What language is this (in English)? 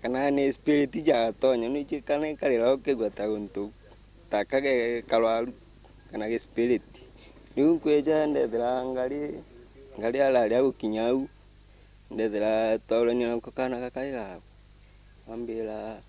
Meru